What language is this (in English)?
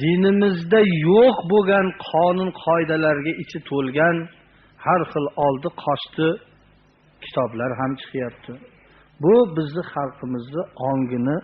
Uzbek